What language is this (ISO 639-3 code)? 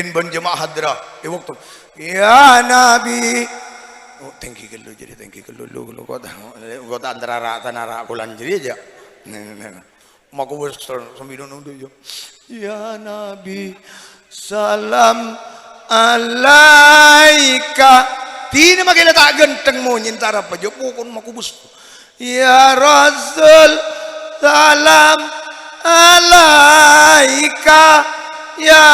mad